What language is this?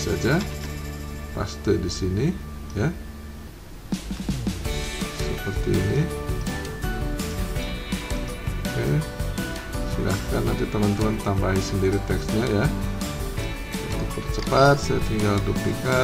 Indonesian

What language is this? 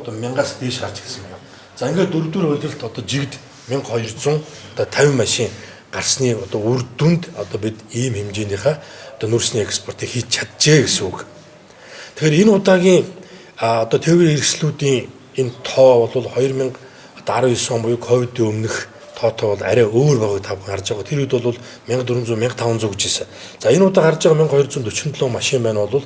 Mongolian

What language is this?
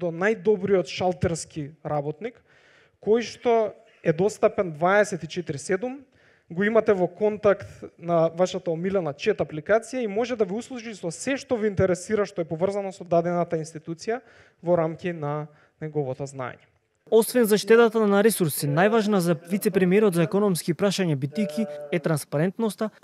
Macedonian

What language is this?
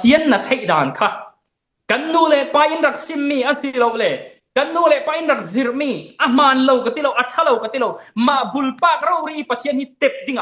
Falam Chin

